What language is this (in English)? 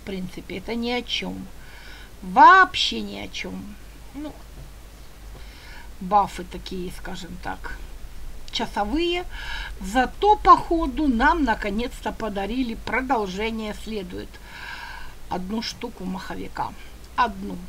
Russian